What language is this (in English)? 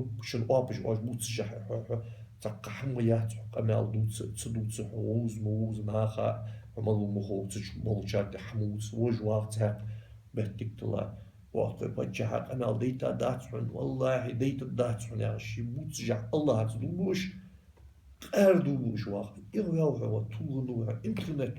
Ingush